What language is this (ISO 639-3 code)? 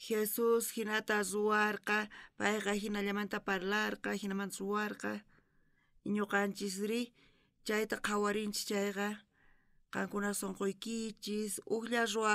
quh